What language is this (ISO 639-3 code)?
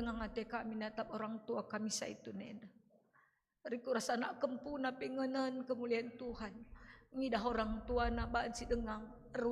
btx